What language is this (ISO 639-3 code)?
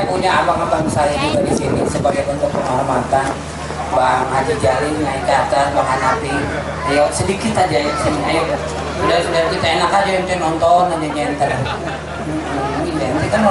bew